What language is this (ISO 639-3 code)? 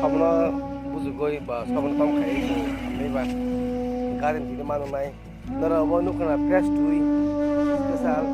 trp